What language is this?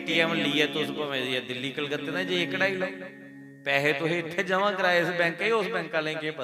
Dogri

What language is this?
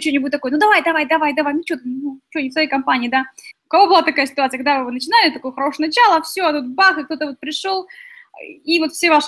Russian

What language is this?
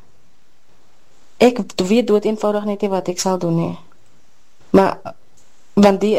Afrikaans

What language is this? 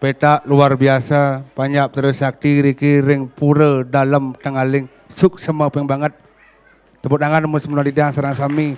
Balinese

